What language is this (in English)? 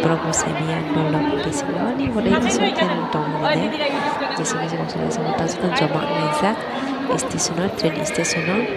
Kok Borok